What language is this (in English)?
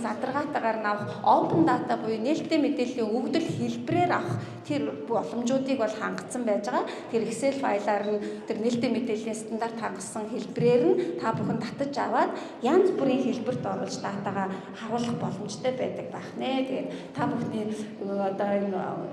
Mongolian